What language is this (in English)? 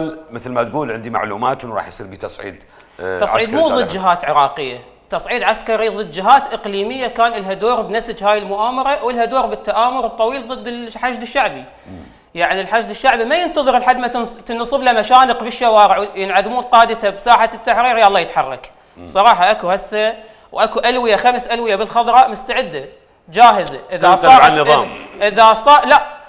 Mesopotamian Arabic